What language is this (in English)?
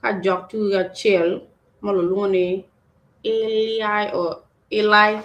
Acoli